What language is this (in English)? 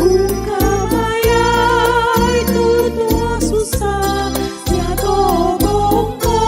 Toraja-Sa'dan